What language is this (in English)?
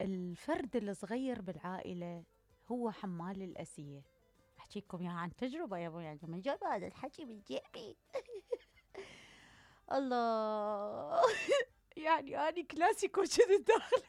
Mesopotamian Arabic